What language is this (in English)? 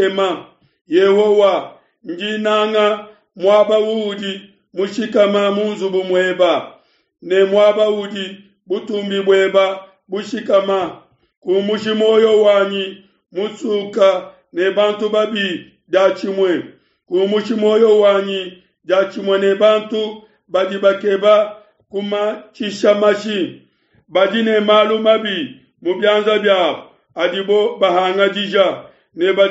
Luba-Lulua